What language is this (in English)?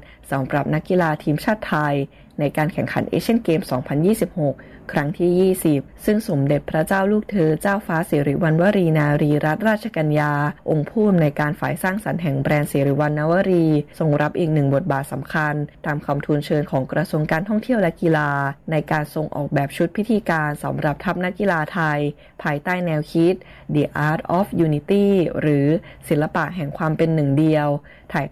Thai